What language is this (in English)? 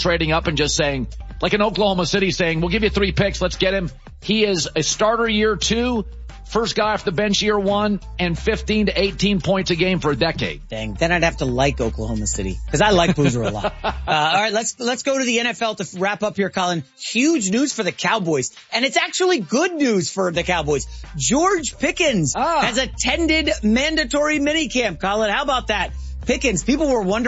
English